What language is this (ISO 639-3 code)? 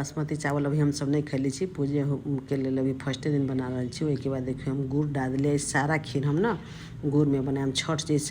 mai